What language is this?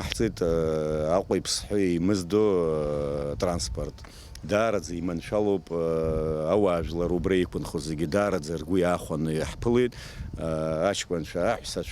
Abkhazian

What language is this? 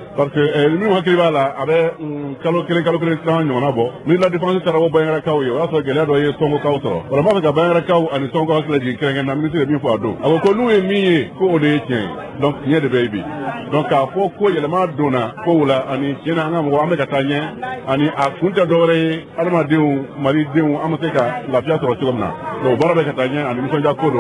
Bambara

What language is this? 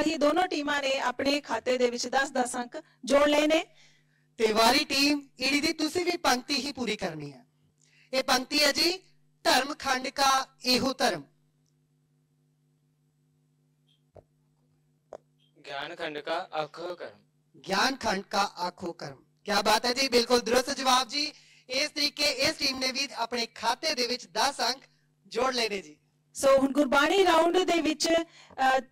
Punjabi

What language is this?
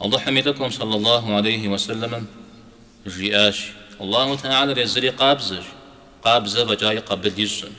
Kabardian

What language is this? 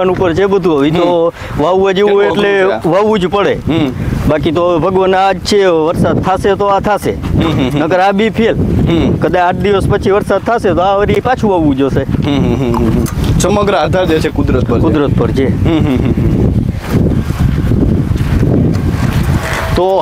Gujarati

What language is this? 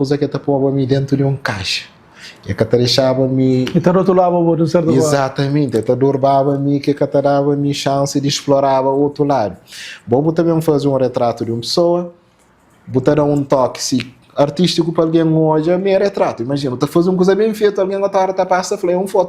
Kabuverdianu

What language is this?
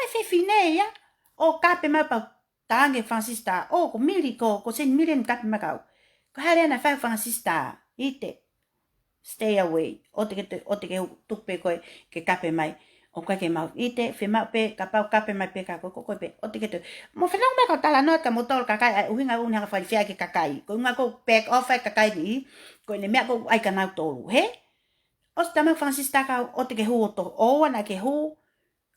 Tongan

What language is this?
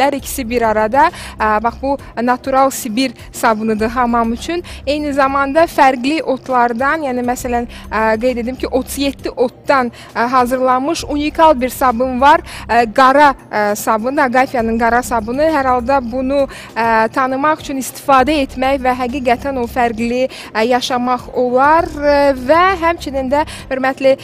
Azerbaijani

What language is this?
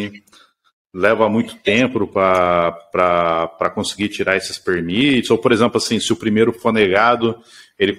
Portuguese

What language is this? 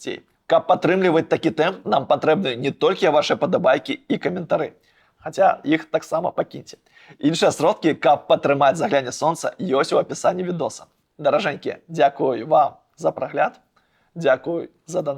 Belarusian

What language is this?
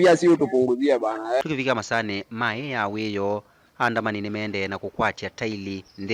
Kamba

